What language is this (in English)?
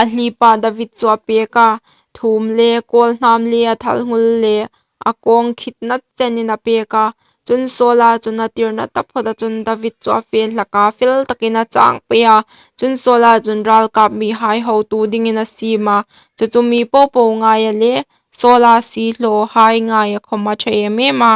Hmar